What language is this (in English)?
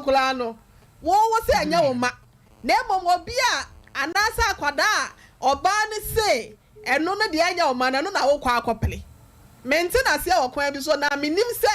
Akan